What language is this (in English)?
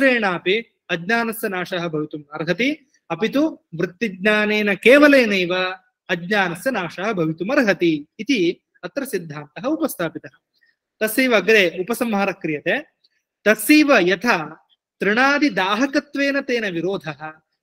Sanskrit